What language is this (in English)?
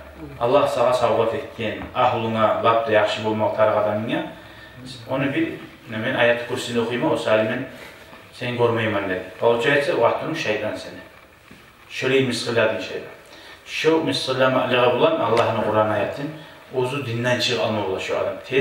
Kumyk